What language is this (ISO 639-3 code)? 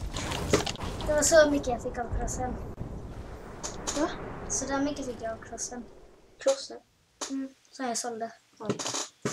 swe